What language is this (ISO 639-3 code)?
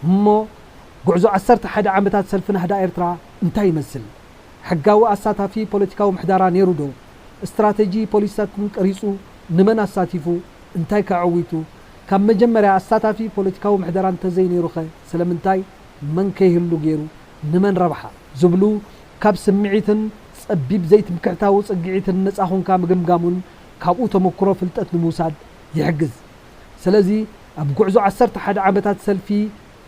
tir